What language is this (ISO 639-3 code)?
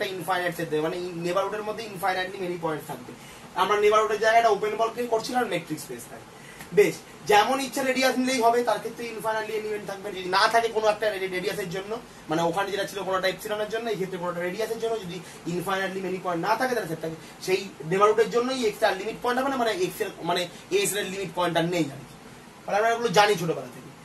ben